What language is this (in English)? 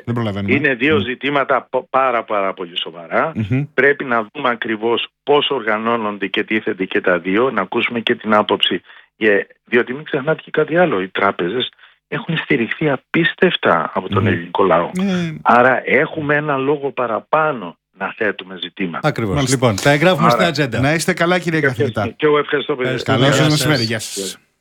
Greek